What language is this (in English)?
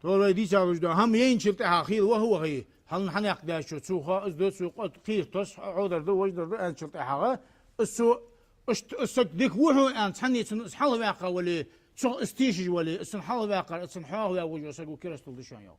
Ingush